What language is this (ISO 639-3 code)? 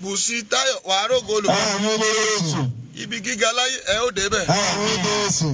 yor